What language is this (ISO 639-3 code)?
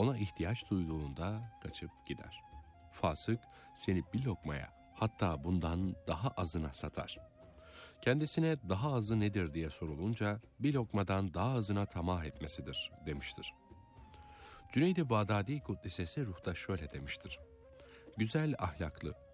tur